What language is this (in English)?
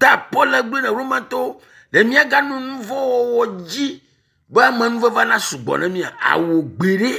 Ewe